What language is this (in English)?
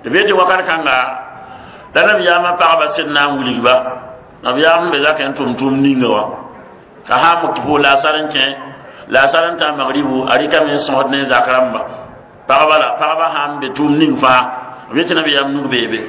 Mossi